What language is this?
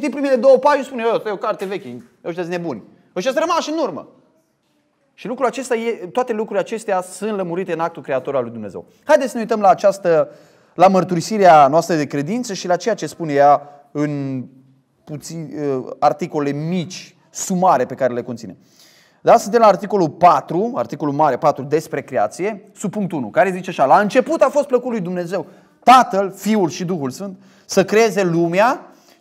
Romanian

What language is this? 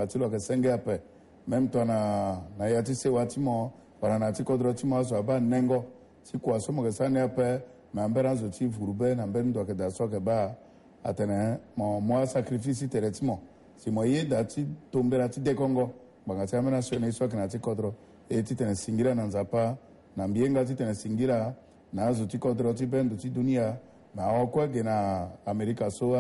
Sango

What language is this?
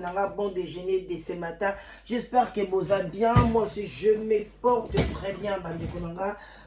Lingala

